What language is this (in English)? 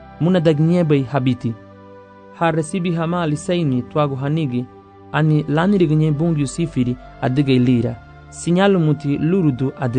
Garifuna